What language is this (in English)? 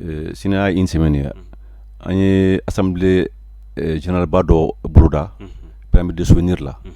Bambara